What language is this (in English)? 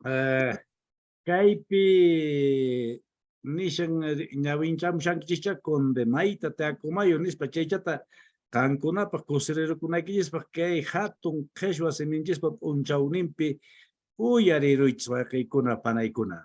Quechua